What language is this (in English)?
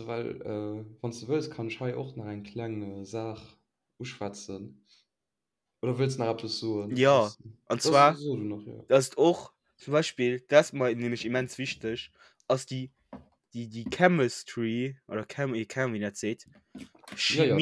Luxembourgish